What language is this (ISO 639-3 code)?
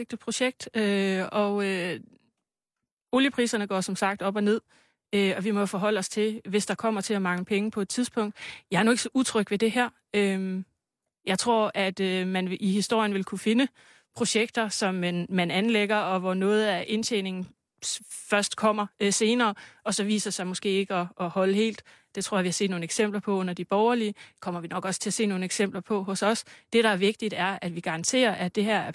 dan